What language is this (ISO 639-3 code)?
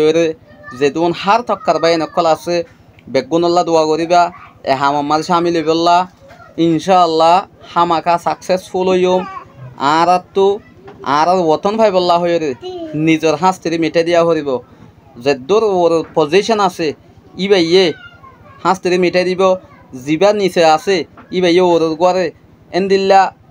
rhg